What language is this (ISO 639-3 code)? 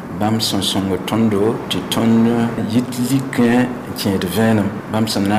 mos